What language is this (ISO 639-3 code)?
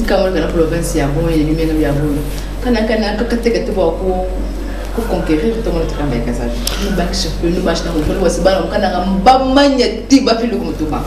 lua